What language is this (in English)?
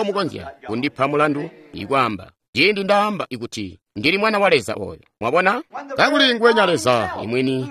Tonga (Zambia)